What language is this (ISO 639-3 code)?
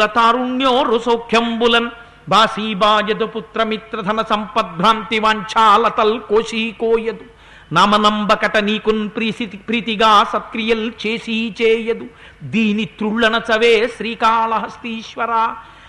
tel